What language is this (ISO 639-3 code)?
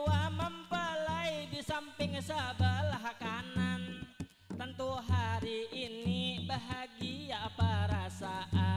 bjn